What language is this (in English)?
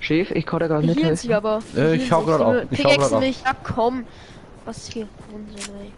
Bavarian